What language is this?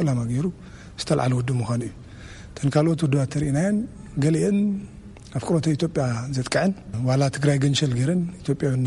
Tigrinya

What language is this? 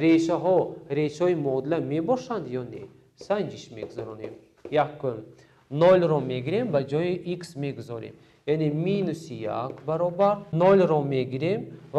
Tajik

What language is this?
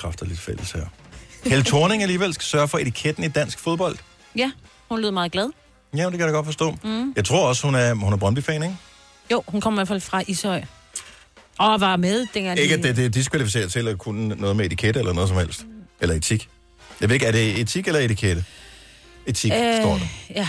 Danish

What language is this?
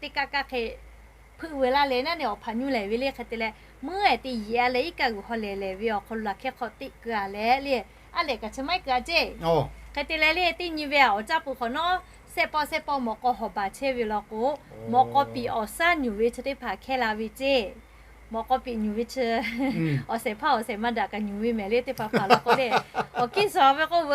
Lahu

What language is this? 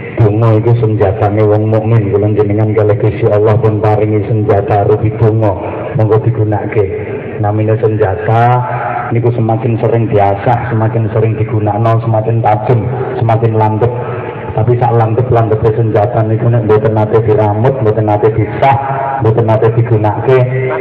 Javanese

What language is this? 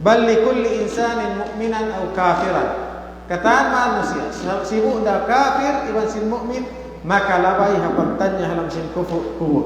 Tausug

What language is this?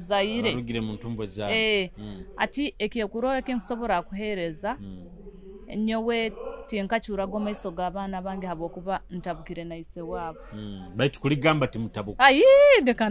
Nyoro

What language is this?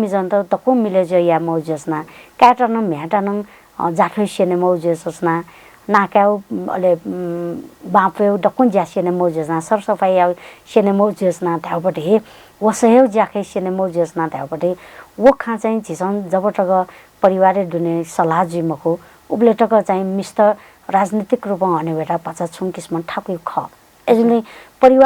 Newari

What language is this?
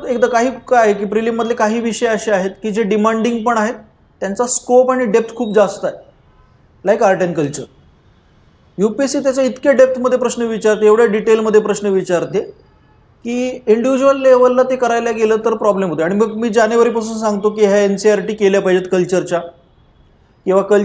Marathi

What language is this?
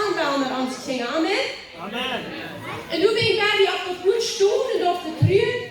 Plautdietsch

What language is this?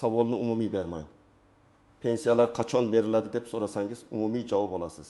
Uzbek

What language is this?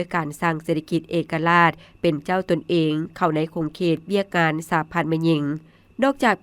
Lao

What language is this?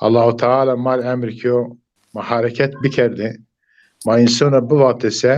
Zaza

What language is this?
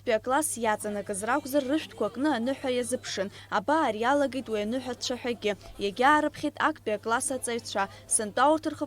Abkhazian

